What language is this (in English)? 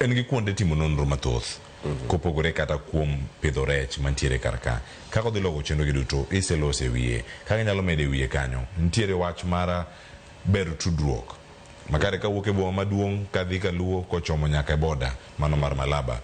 Luo (Kenya and Tanzania)